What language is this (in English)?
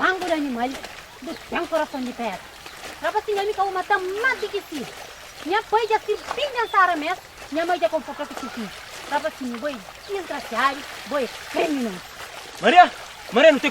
Kabuverdianu